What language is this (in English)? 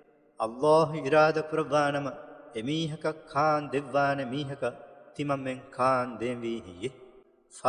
Divehi